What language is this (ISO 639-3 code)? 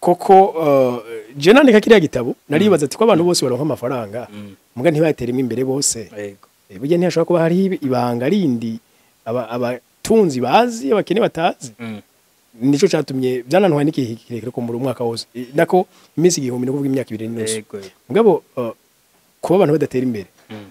run